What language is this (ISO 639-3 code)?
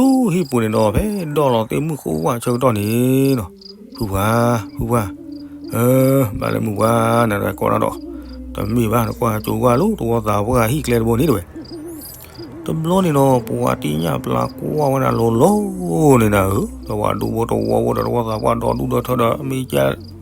ksw